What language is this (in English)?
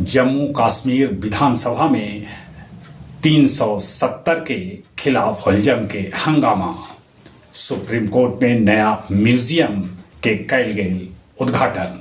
Magahi